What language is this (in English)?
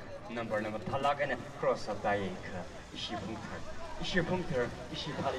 Tangkhul Naga (India)